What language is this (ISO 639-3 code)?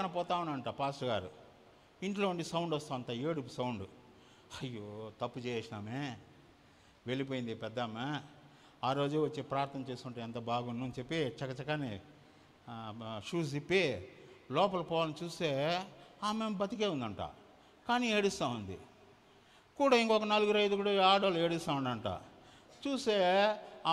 tel